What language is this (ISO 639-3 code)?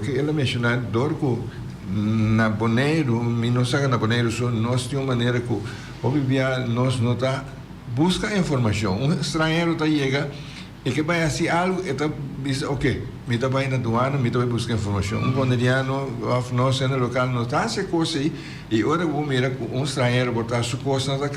pap